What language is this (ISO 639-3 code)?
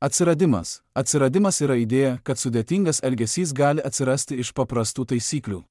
lit